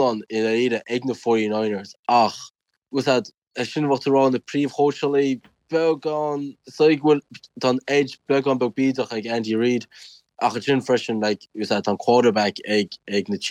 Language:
Irish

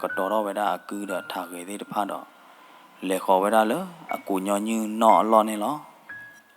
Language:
S'gaw Karen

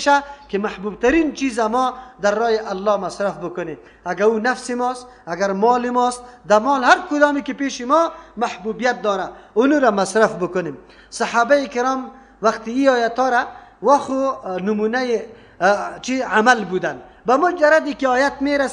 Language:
Persian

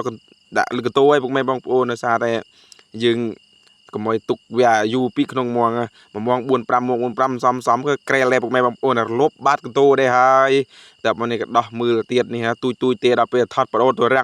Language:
Khmer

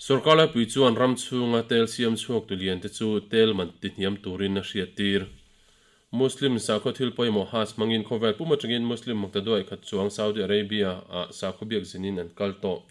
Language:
Mizo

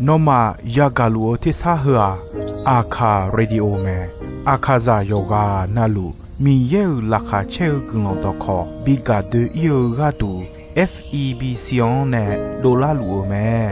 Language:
Akha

